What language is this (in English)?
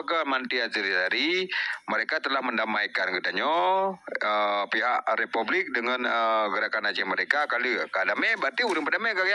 Achinese